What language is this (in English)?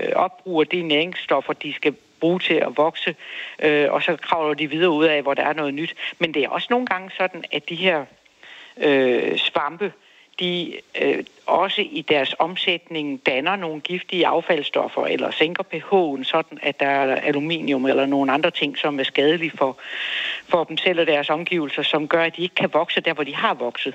Danish